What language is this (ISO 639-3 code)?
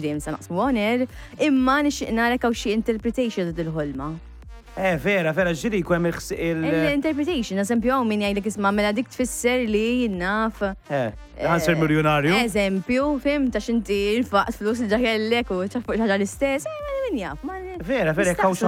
mlt